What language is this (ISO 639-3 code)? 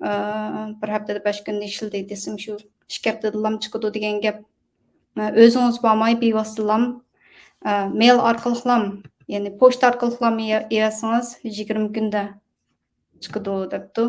uig